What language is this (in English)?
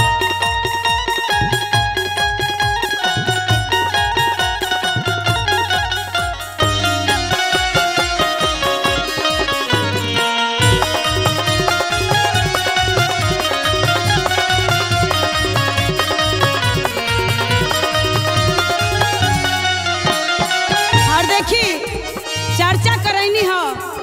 Bhojpuri